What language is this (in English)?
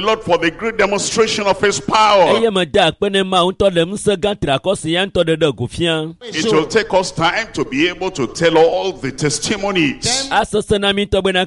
Ewe